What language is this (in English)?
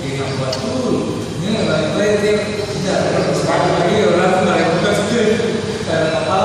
Ambonese Malay